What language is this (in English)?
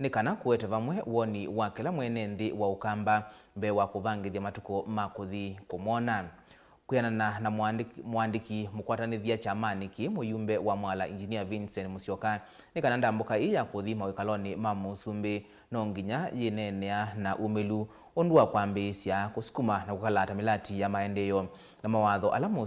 Kamba